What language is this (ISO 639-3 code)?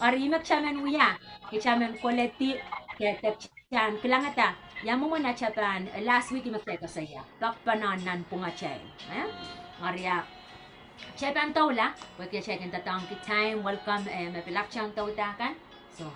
pon